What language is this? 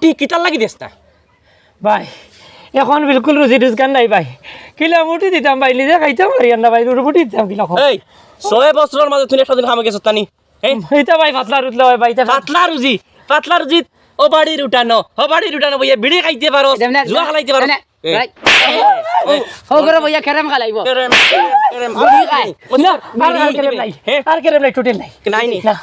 Sylheti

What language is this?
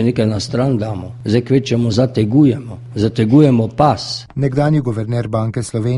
Slovenian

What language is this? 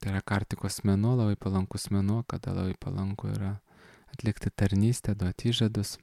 Lithuanian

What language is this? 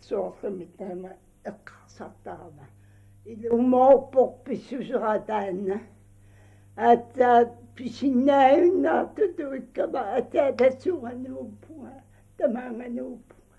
Kalaallisut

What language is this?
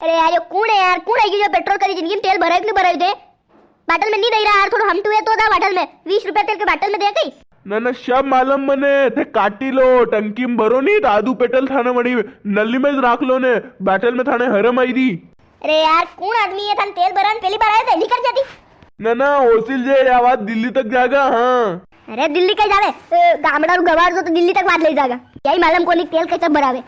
Rajasthani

